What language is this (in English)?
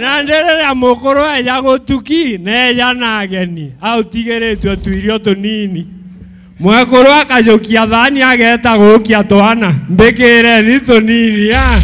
Meru